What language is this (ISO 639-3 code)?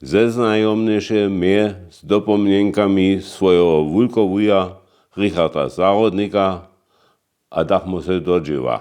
hsb